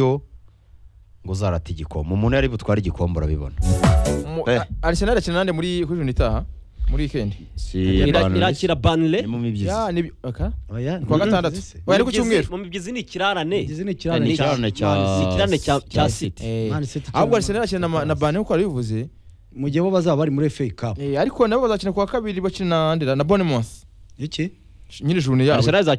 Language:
Kinyarwanda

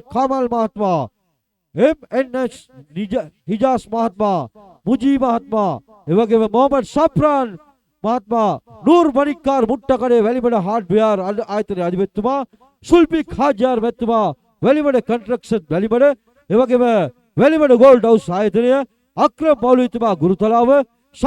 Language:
Sinhala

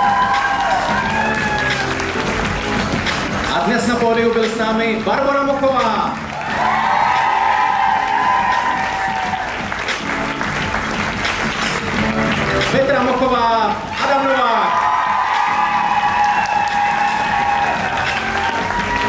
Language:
Czech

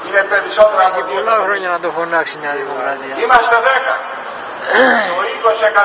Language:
Greek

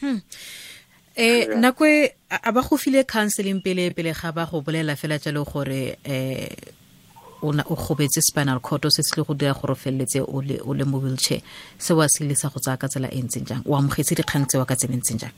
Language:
Tswana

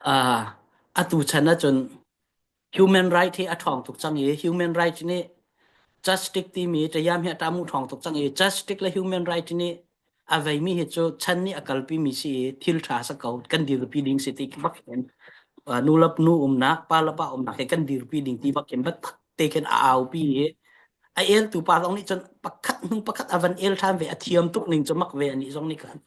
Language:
Hakha Chin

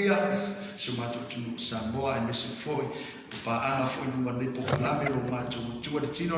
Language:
Samoan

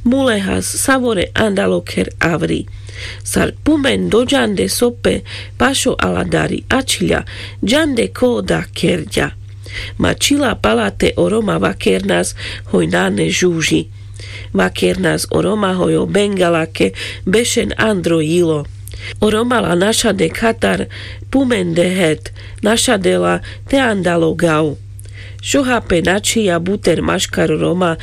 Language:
Carpathian Romani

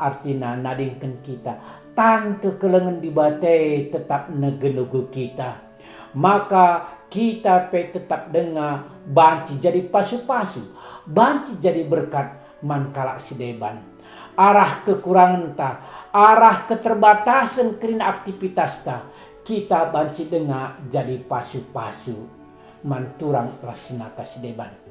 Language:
Batak Karo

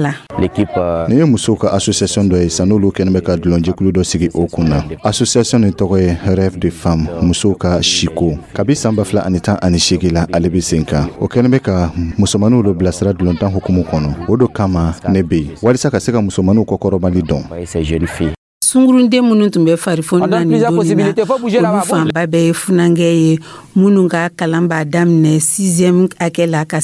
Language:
Dyula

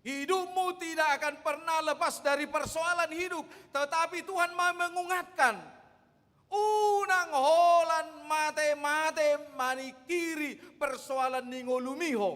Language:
Batak Toba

